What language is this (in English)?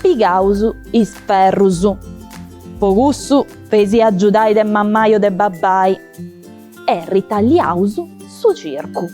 Sardinian